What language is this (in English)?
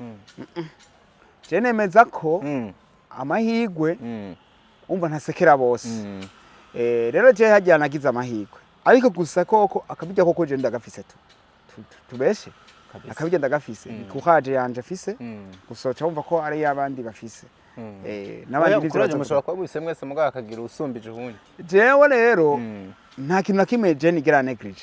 Rundi